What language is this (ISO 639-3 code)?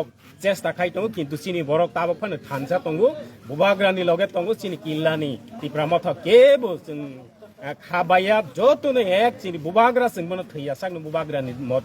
trp